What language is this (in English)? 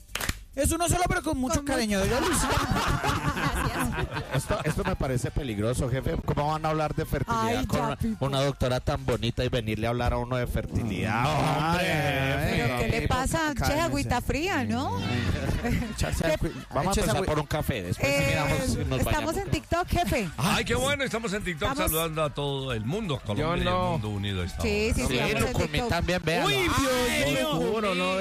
Spanish